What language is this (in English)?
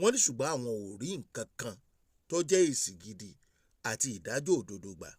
Yoruba